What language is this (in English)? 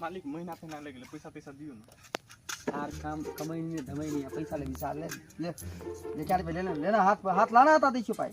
Maithili